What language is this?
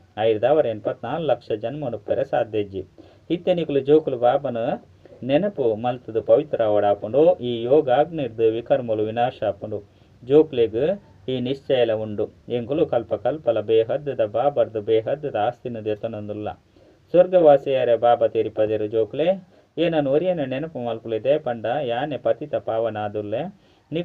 Tulu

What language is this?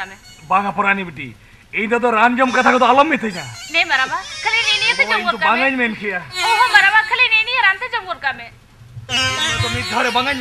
Santali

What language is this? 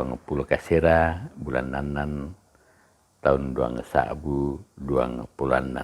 Toraja-Sa'dan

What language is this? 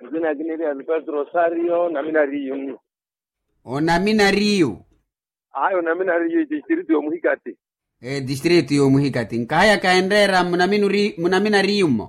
Makhuwa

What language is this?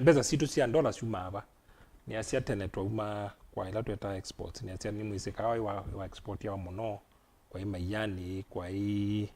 Kamba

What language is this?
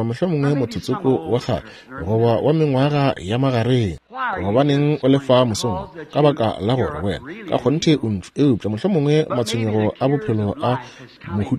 Northern Sotho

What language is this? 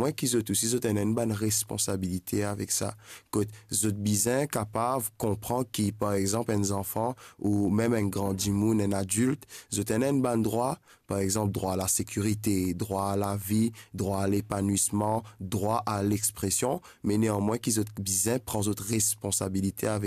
Morisyen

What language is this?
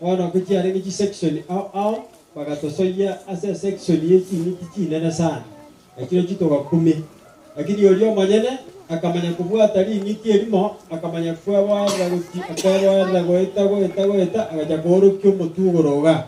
Gusii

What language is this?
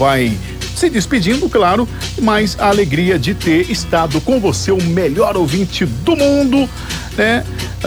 Portuguese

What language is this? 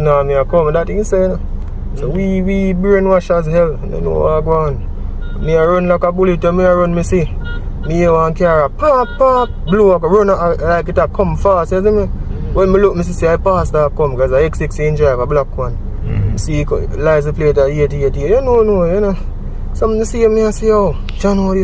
Jamaican Creole English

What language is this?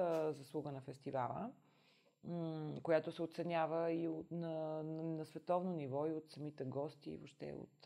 Bulgarian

